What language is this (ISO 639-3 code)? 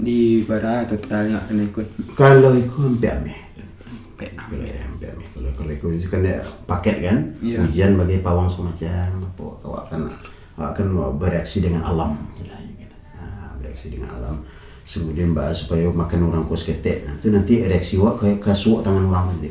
min